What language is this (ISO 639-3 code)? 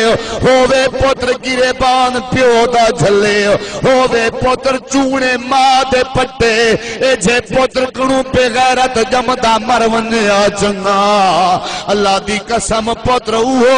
skr